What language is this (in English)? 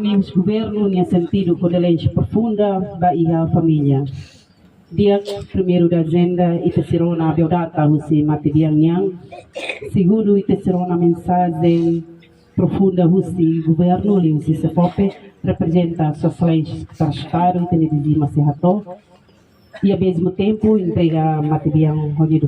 Tetum